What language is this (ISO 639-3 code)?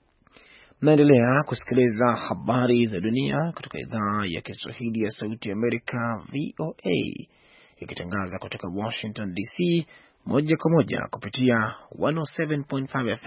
swa